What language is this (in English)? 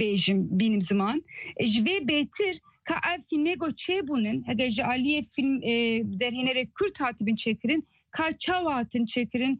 Kurdish